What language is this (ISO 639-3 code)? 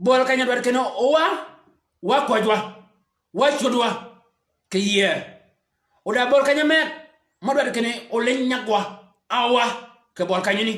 shk